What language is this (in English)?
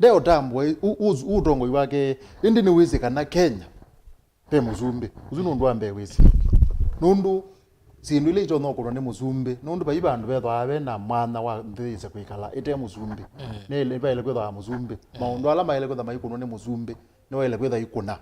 Kamba